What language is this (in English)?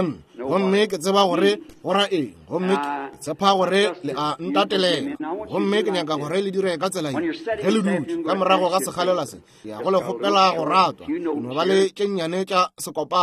Northern Sotho